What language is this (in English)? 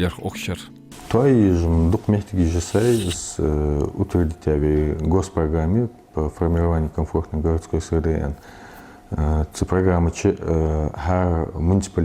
Ingush